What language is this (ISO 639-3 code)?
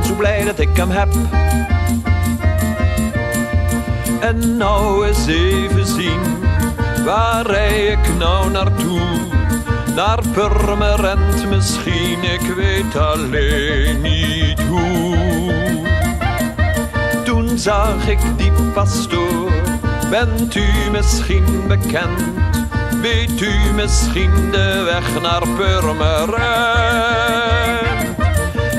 nld